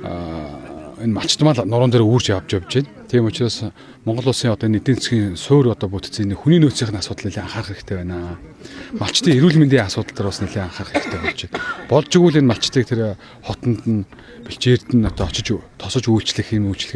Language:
Mongolian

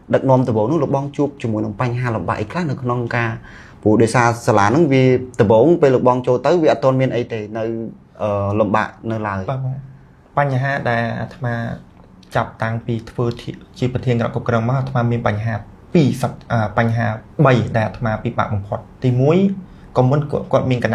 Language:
Khmer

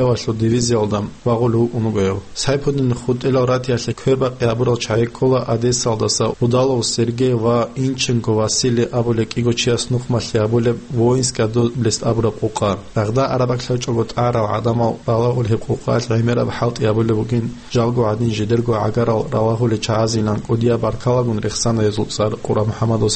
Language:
Avaric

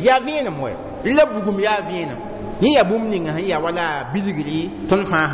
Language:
Mossi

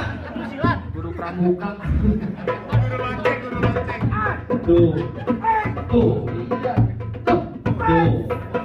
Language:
Betawi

